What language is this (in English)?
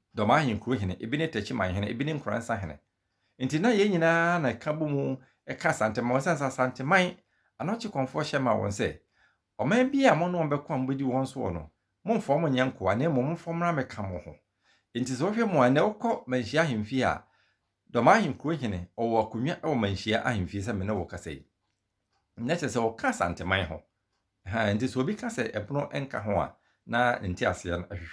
Akan